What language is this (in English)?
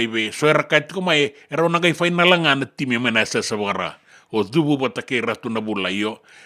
Fijian